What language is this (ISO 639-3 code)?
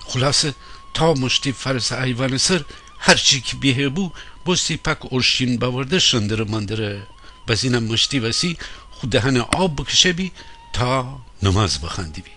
glk